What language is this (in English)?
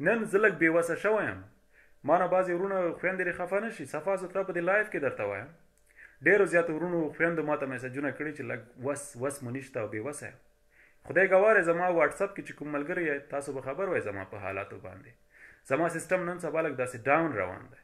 Pashto